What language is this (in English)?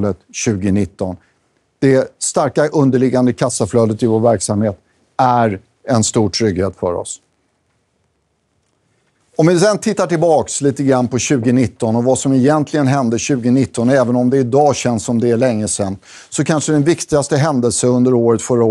Swedish